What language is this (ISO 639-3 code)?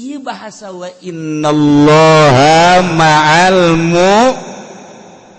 sun